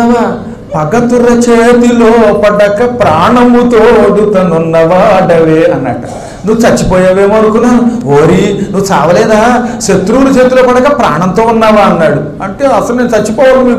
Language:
Telugu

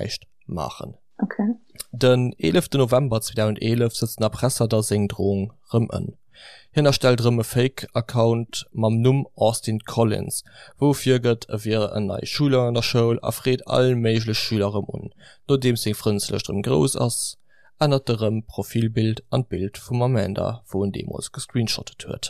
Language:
Luxembourgish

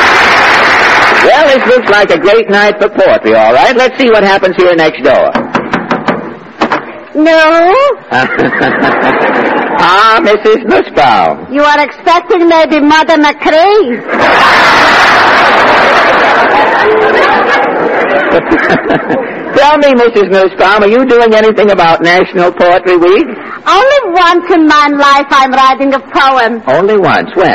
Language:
English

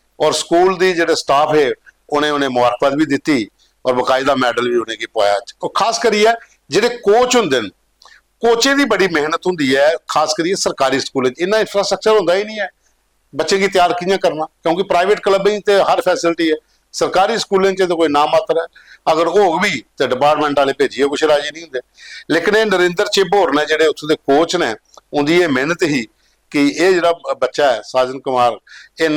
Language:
Dogri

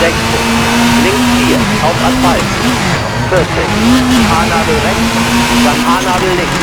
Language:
Bavarian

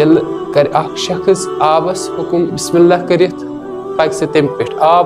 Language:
Kashmiri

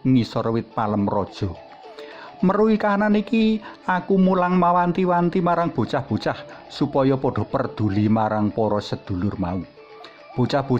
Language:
Javanese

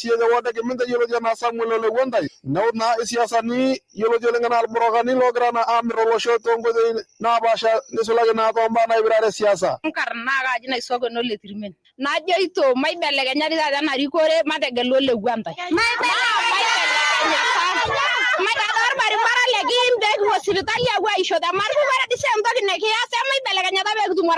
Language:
Masai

